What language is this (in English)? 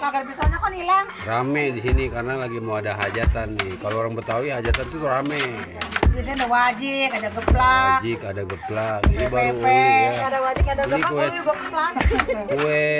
Betawi